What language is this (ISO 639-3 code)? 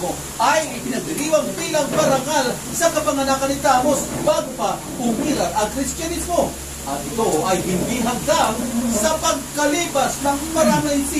fil